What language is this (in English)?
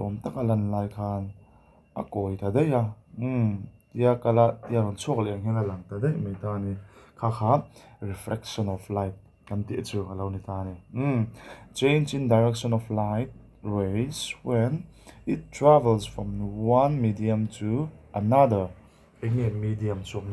Mizo